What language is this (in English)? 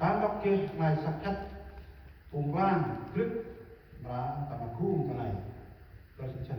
Central Mnong